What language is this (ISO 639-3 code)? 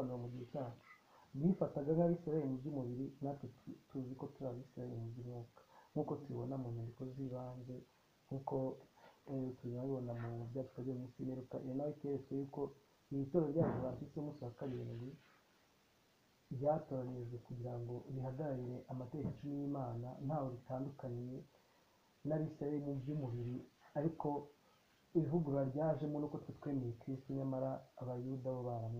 kin